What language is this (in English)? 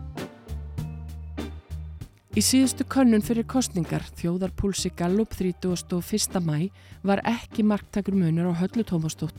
Icelandic